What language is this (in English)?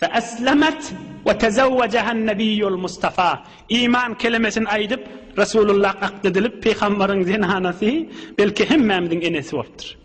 Turkmen